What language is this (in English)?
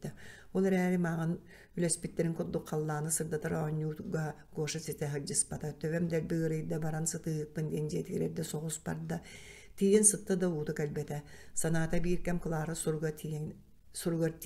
Yakut